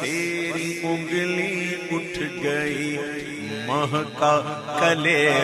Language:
Urdu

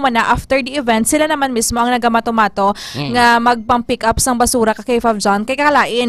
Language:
Hiligaynon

